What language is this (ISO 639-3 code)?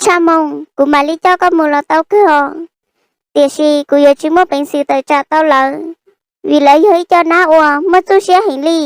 hmn